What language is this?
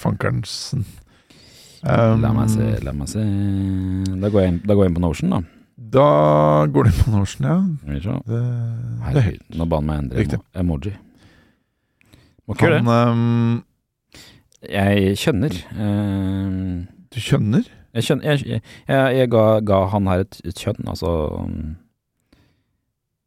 Norwegian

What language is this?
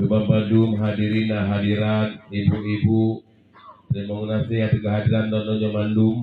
Achinese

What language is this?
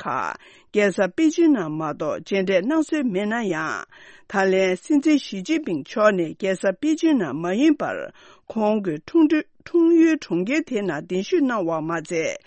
Tibetan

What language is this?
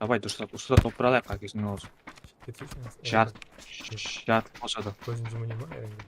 Kara-Kalpak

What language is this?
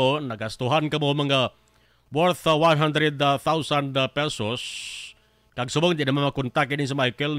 Hiligaynon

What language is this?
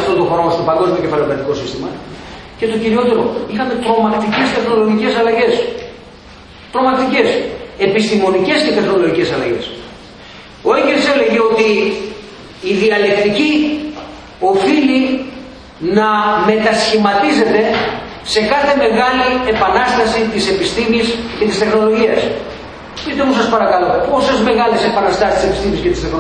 Greek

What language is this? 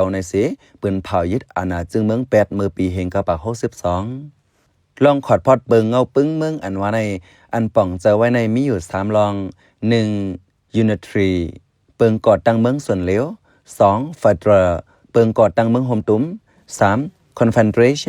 Shan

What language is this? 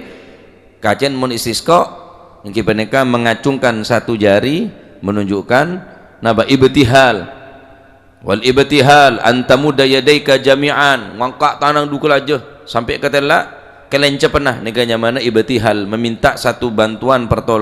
Madurese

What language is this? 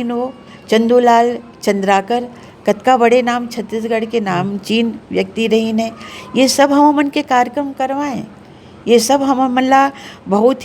Chhattisgarhi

